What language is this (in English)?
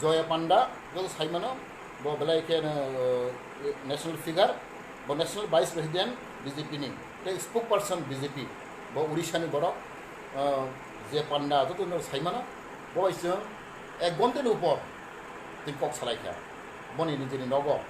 Riang (India)